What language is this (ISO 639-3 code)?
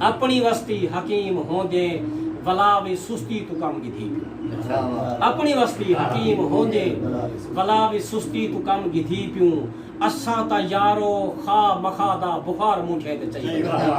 skr